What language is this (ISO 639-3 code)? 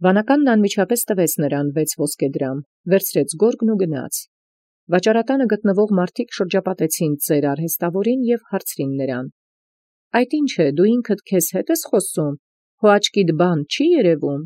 hye